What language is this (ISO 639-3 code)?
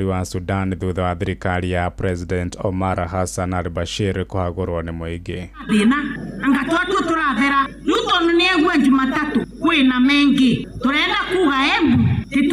kik